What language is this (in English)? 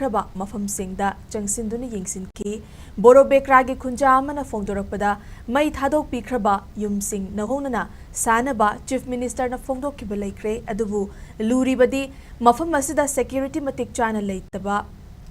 Manipuri